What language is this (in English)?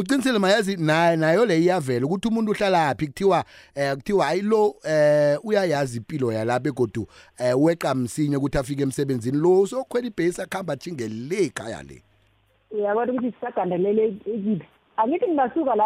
South Ndebele